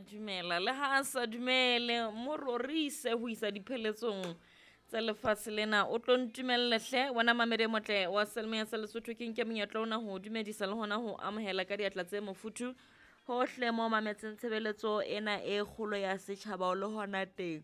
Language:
Southern Sotho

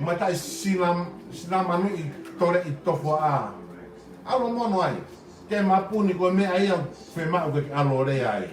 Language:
Tongan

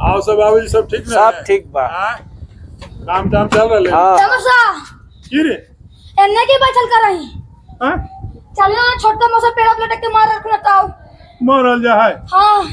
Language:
Magahi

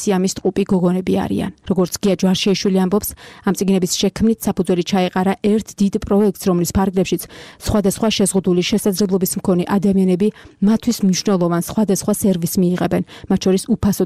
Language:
Georgian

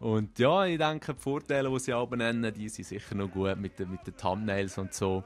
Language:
Swiss German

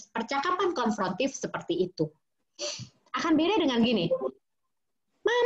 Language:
Indonesian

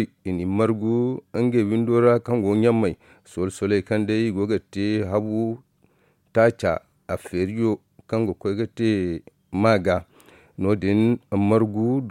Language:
Zarma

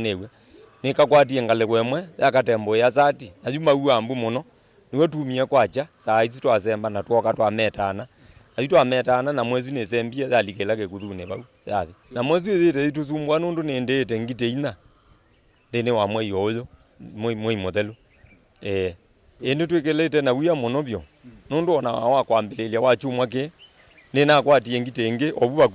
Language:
Kamba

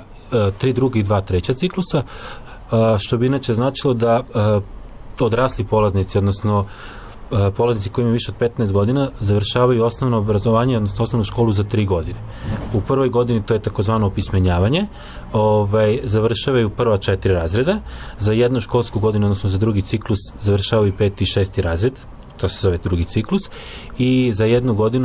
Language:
Serbian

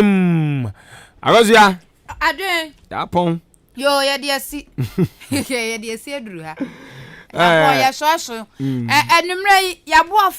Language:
Akan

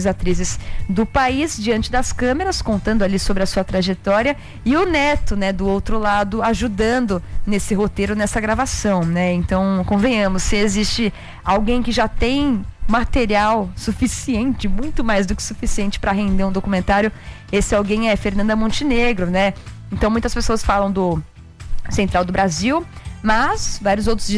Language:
Portuguese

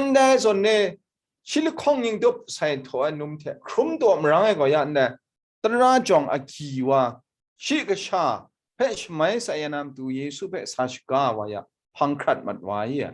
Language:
Kachin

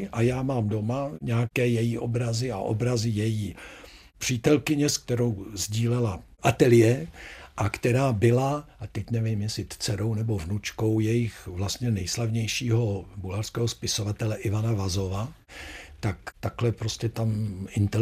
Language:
Czech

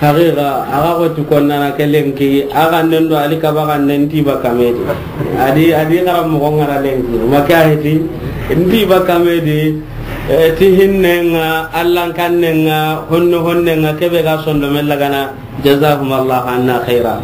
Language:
Soninke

